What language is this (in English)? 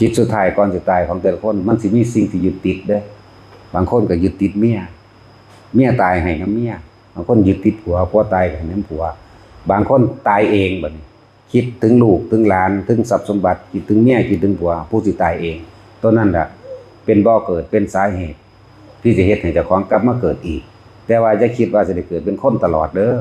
Northeastern Thai